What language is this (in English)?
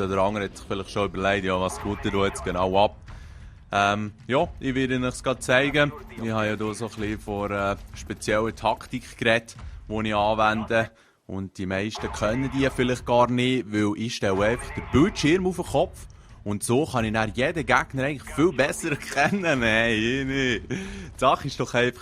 Swiss German